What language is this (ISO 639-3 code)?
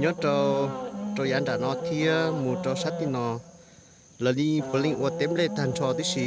hmn